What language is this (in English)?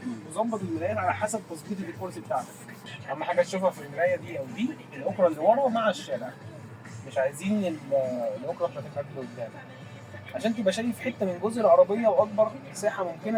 Egyptian Arabic